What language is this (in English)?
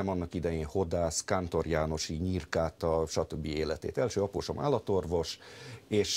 Hungarian